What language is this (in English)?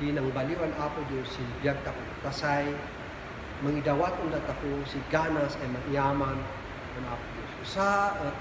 Kankanaey